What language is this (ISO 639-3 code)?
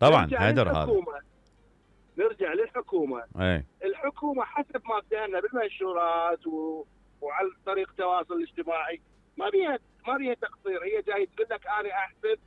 acm